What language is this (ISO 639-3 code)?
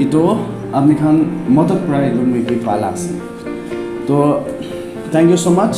nag